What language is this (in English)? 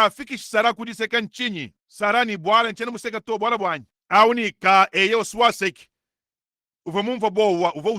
Luba-Lulua